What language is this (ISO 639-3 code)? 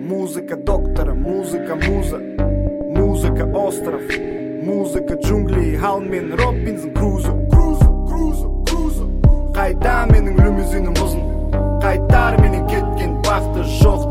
kaz